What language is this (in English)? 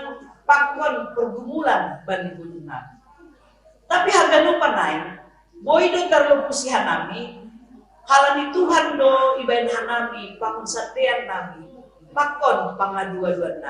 Batak Simalungun